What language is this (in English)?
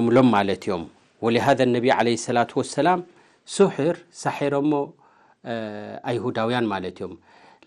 Tigrinya